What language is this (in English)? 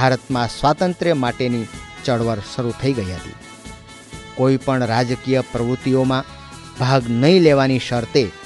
Gujarati